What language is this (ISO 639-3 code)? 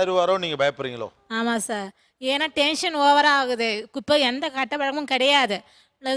tam